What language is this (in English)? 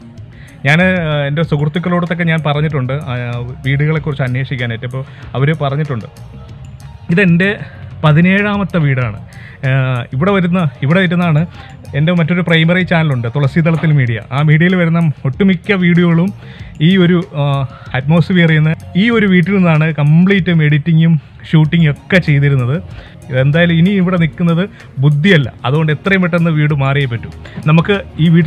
Malayalam